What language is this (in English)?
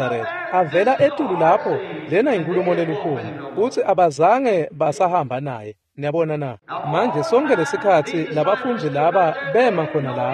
Swati